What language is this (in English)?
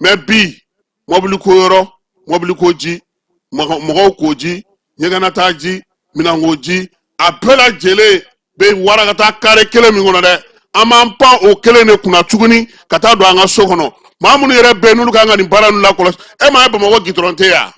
Bambara